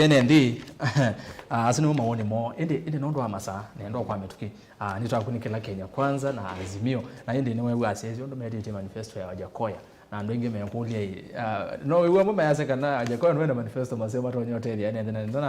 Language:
Kamba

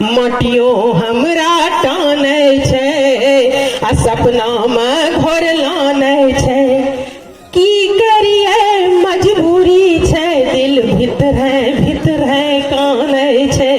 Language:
Angika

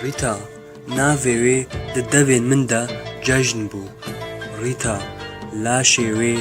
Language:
Kurdish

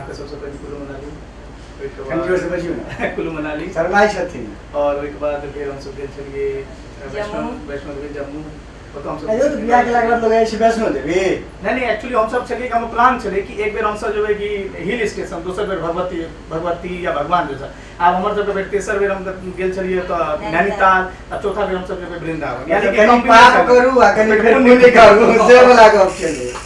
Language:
Maithili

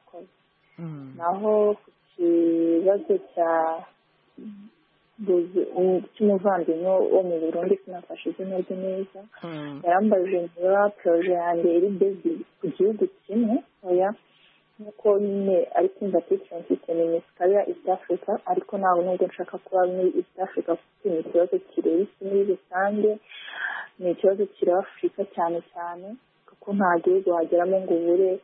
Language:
Kinyarwanda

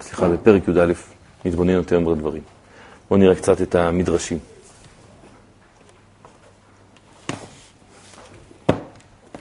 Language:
Hebrew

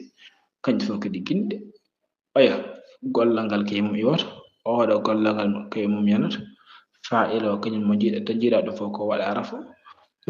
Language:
Fula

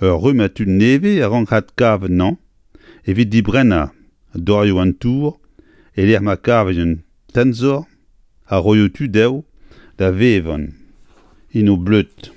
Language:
Breton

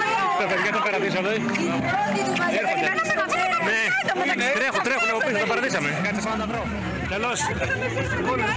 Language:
Greek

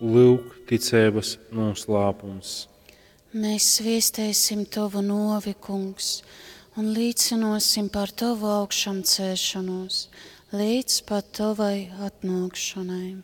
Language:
Latgalian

